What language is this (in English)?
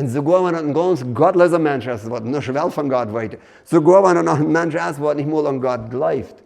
Plautdietsch